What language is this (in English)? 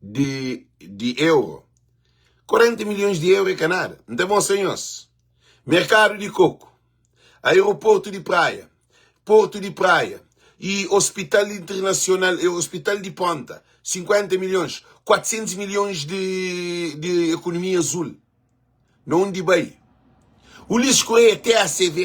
Kabuverdianu